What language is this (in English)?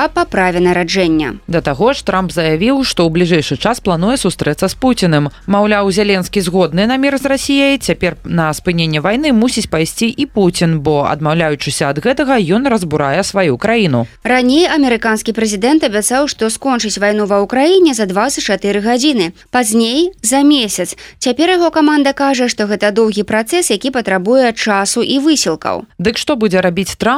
Belarusian